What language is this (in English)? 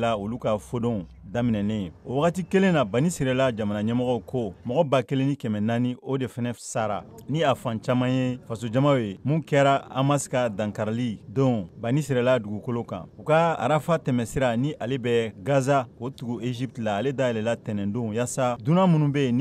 Bambara